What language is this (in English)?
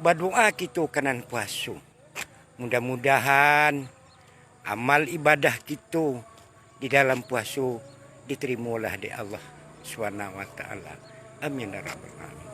Minangkabau